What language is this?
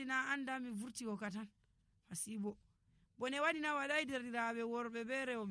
Nigerian Fulfulde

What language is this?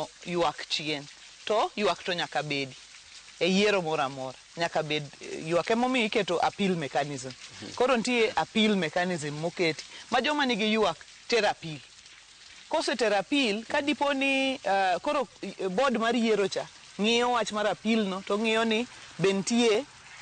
Luo (Kenya and Tanzania)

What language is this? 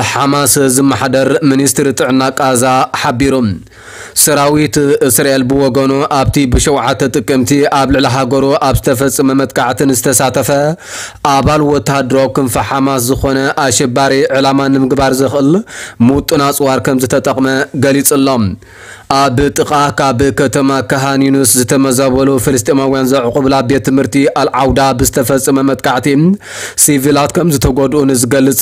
Tigrinya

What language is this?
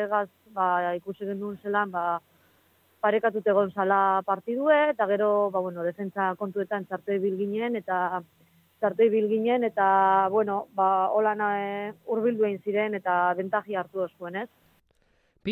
Basque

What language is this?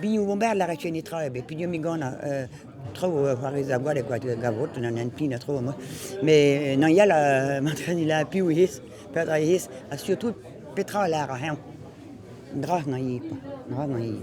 Breton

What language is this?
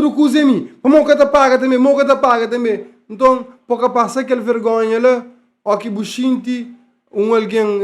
Kabuverdianu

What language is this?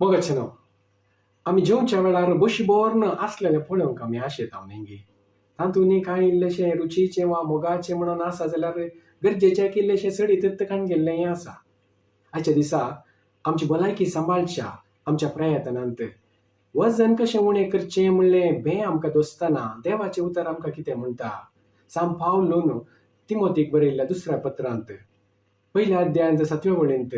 Konkani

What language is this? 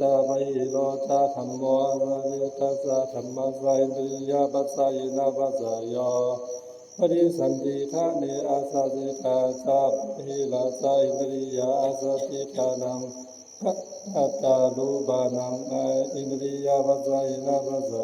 Pali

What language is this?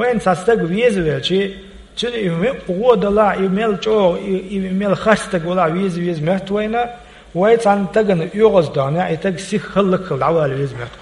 Chechen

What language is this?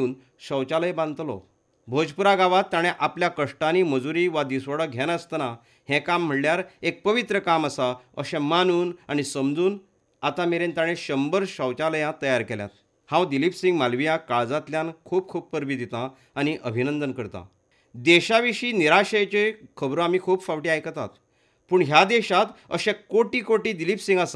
Konkani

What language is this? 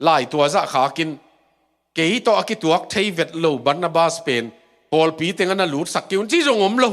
Tedim Chin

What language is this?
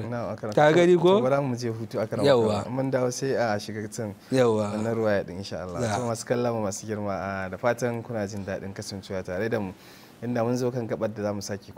Hausa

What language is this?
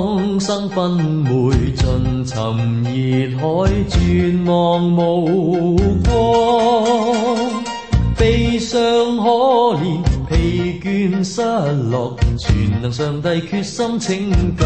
Cantonese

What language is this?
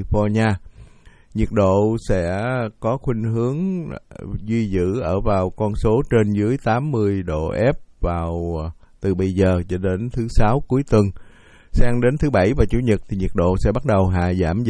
Vietnamese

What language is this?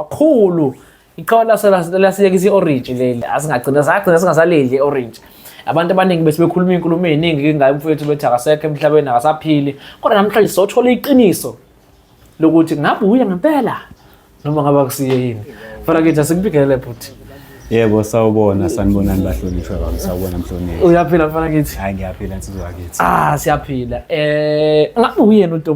Zulu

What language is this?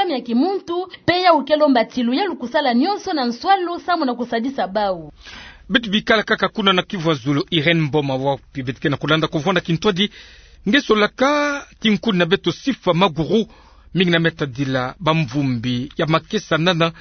Kituba (Democratic Republic of Congo)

